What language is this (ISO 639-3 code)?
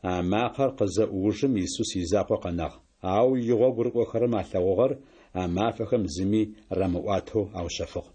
ady